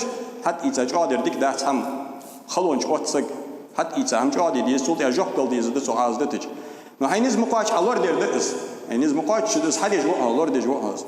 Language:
Ingush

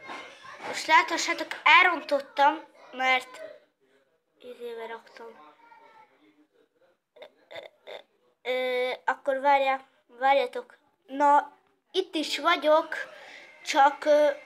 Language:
Hungarian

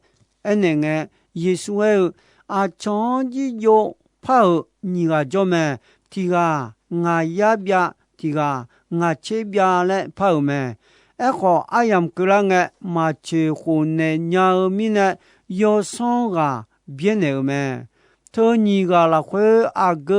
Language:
Akha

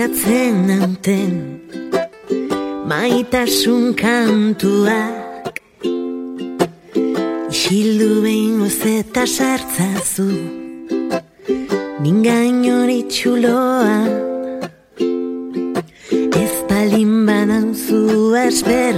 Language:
Basque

